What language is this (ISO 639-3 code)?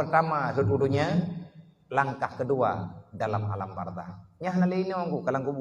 ace